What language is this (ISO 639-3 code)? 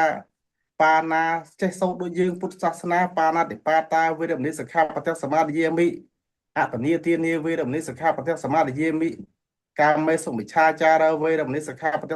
khm